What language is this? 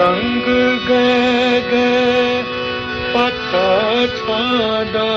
Newari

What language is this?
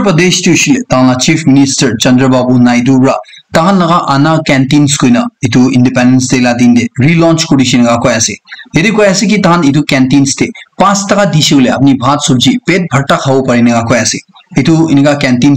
Naga Pidgin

